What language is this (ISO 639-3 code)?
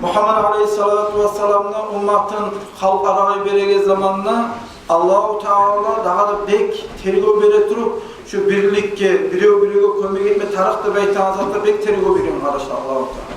kum